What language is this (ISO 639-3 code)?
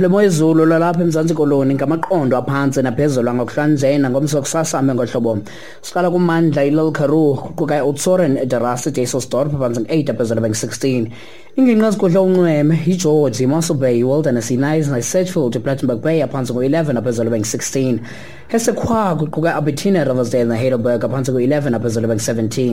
xho